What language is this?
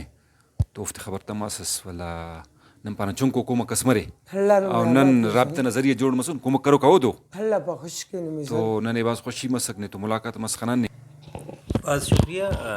Brahui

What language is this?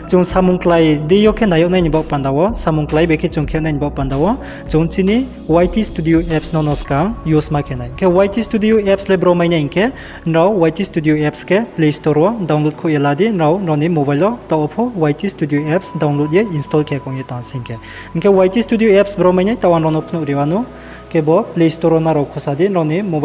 Riang (India)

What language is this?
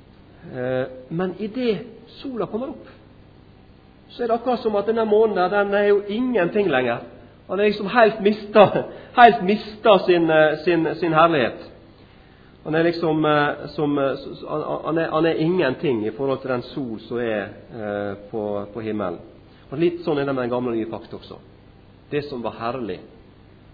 Norwegian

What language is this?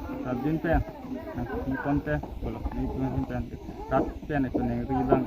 Karbi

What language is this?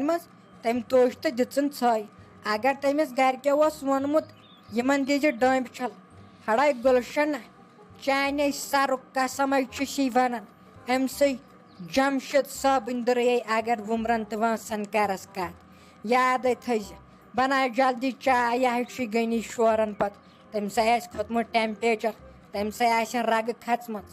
Kashmiri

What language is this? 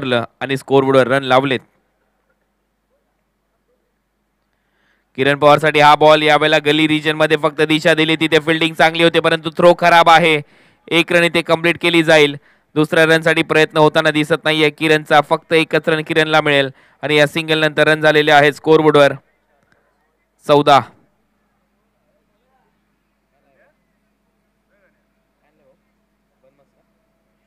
Marathi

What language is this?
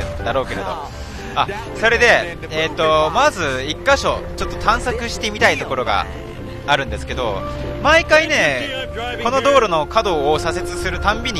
Japanese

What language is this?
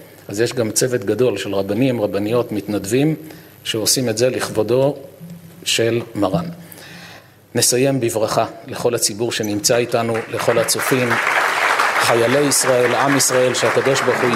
Hebrew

